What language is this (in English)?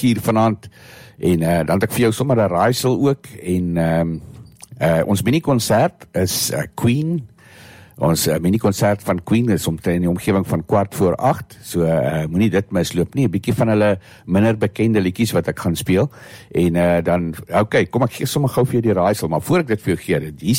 Afrikaans